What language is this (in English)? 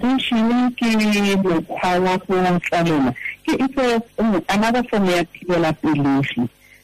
Tswana